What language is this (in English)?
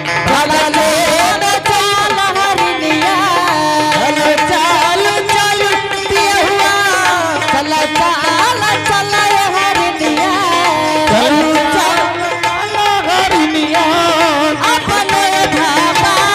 Angika